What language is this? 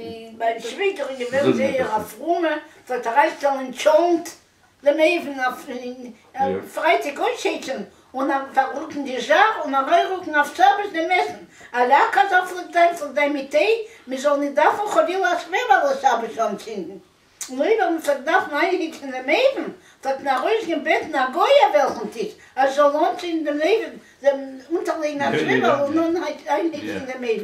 Yiddish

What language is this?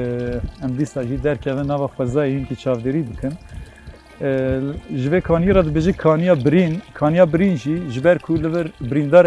Kurdish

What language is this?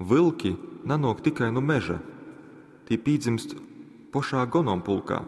Latgalian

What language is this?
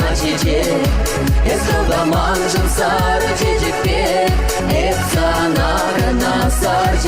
Chuvash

